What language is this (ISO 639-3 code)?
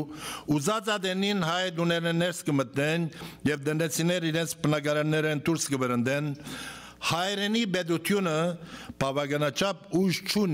hyw